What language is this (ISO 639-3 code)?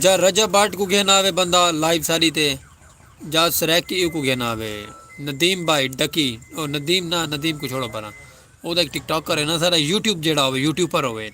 skr